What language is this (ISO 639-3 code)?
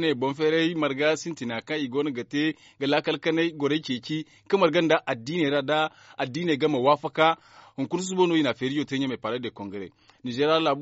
dje